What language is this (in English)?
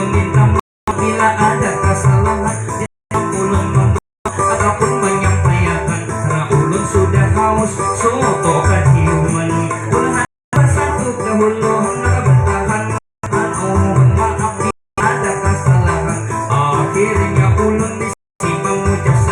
Banjar